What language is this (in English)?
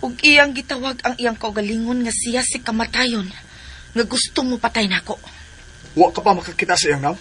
Cebuano